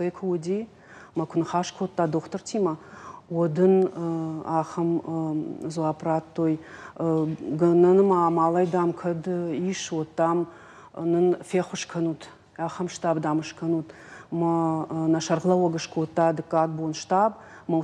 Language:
Ossetic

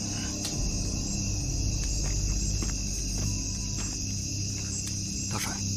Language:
Chinese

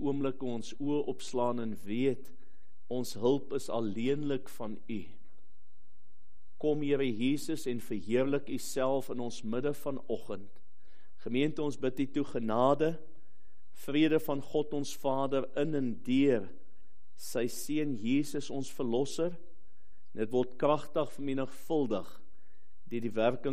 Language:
Afrikaans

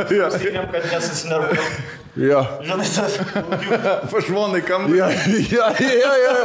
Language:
Lithuanian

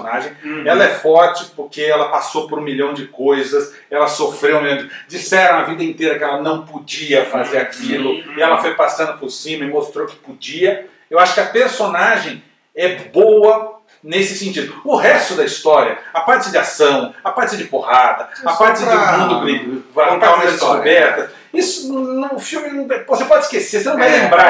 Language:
Portuguese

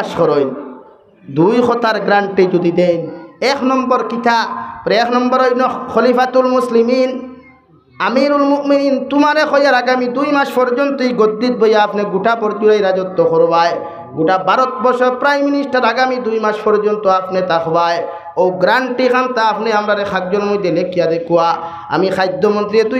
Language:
Sylheti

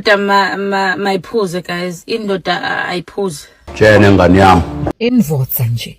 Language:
Zulu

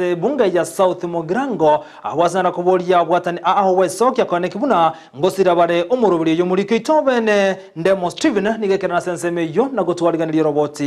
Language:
Gusii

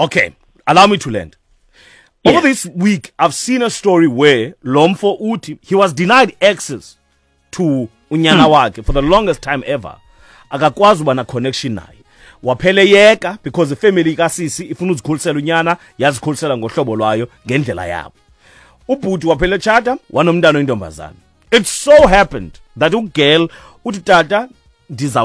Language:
Xhosa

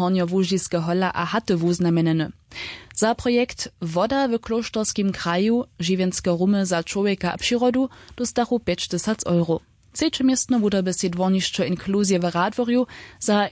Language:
Upper Sorbian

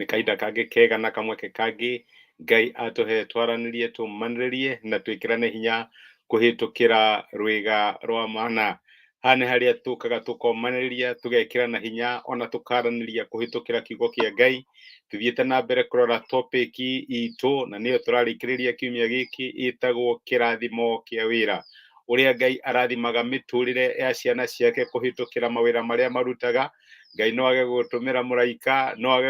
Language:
Kikuyu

